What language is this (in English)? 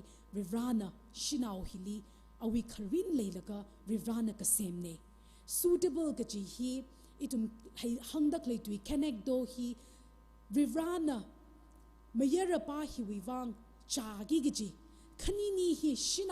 Tangkhul Naga (India)